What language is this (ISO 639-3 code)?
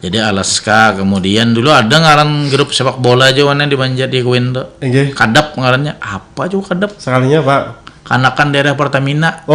bjn